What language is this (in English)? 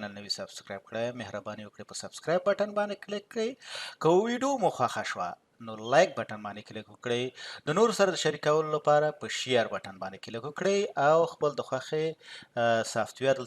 Pashto